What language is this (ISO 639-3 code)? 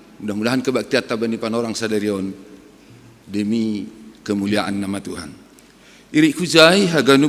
bts